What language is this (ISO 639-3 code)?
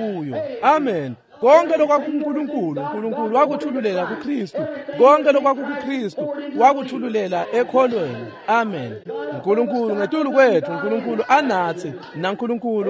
ssw